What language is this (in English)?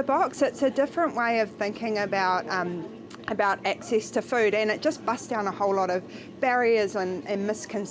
Māori